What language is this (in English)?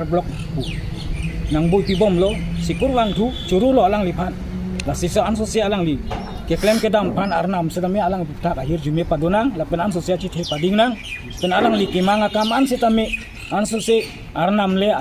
Karbi